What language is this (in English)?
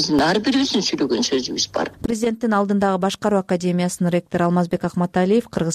Kyrgyz